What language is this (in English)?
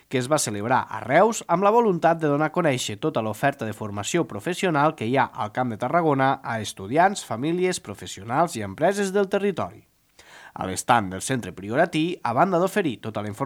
Catalan